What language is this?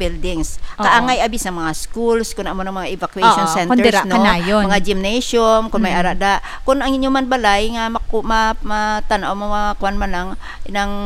Hiligaynon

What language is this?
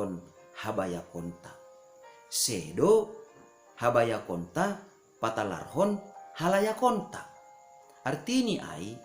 Batak Simalungun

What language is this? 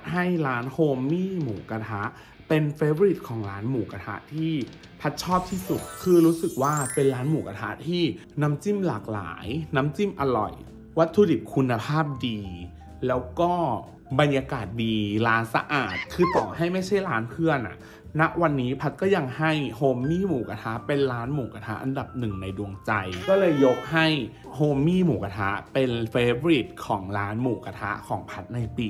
Thai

